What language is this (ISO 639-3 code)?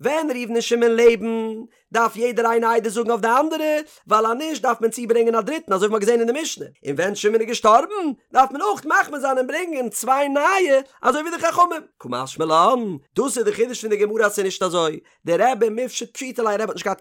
yid